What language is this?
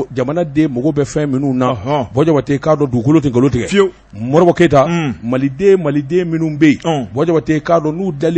Bambara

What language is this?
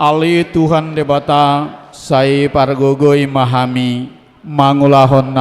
Batak Toba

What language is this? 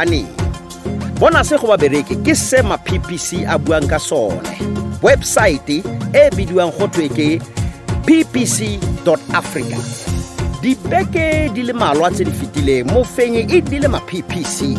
Tswana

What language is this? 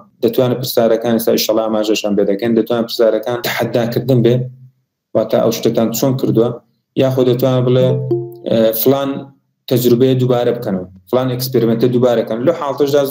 Central Kurdish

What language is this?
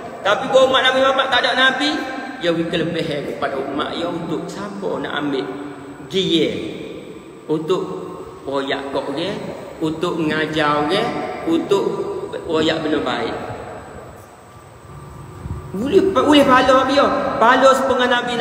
Malay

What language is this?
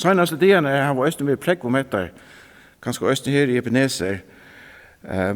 Faroese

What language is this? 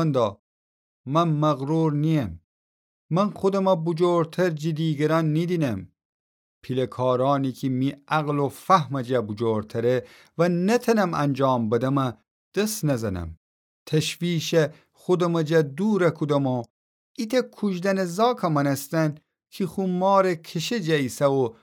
Gilaki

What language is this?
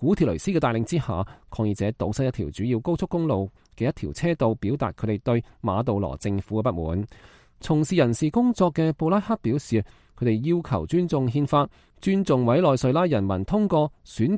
Cantonese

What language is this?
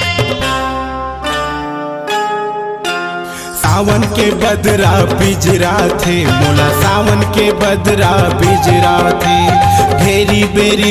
Chhattisgarhi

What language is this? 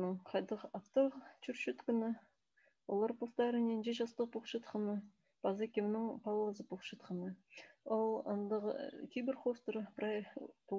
Khakas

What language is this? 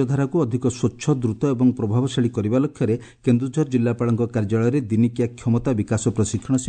Odia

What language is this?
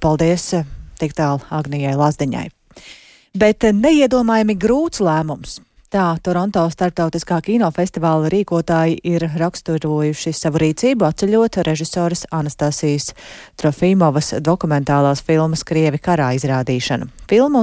Latvian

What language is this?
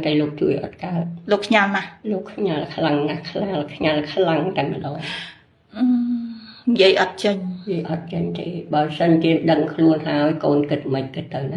Khmer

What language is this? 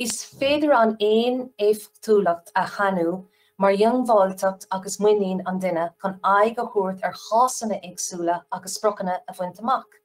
Irish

